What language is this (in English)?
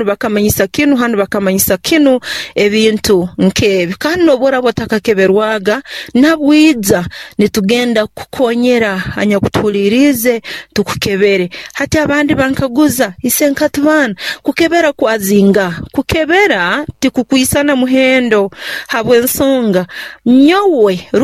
Nyoro